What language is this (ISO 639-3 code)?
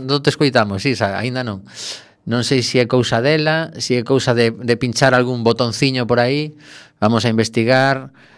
glg